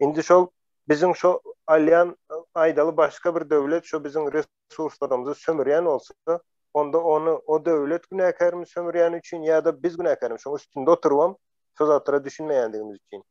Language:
Turkmen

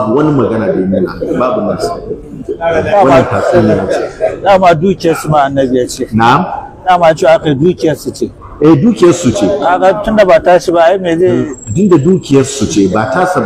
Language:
Hausa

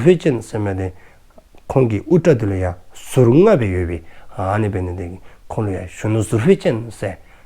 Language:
Dzongkha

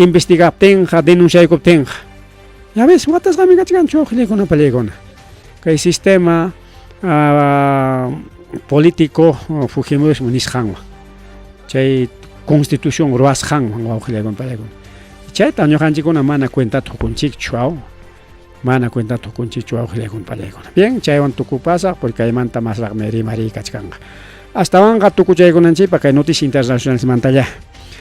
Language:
Ayacucho Quechua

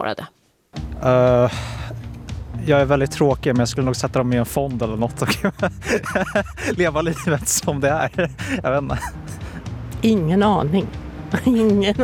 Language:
Swedish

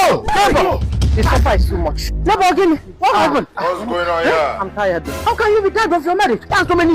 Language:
Nigerian Pidgin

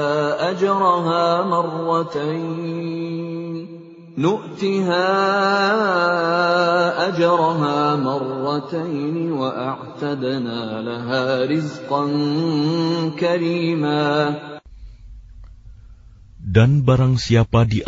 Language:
Indonesian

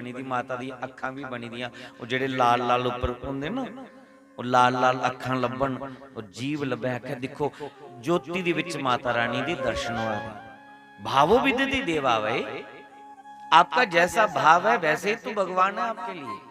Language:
Dogri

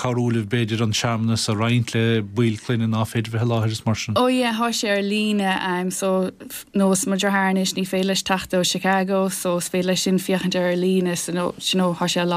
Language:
Irish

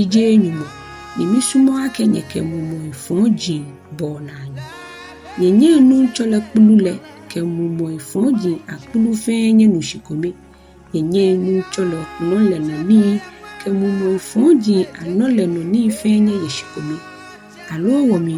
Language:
Ga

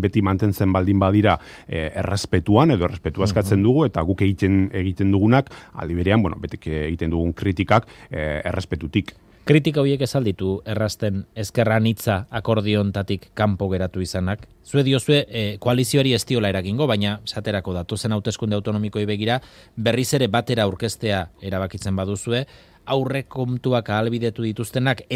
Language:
Basque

